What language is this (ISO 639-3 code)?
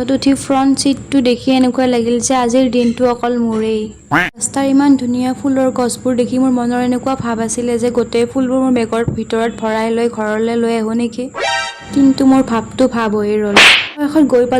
asm